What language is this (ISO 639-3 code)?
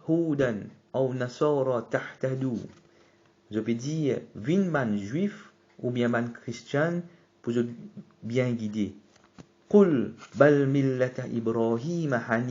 mfe